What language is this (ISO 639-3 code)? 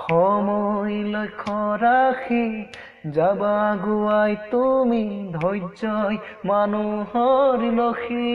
asm